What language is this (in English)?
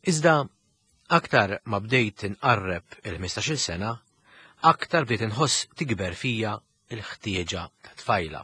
Maltese